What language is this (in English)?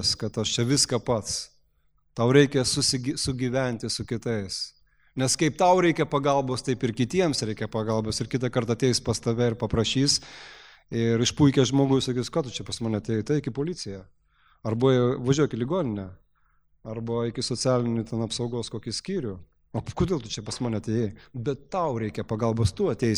Lithuanian